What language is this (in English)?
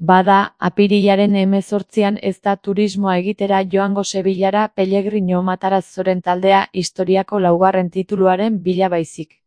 Basque